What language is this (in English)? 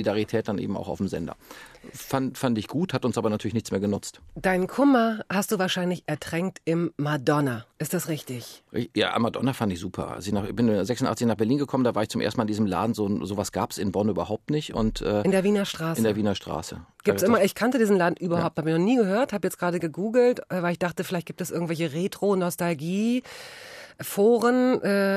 German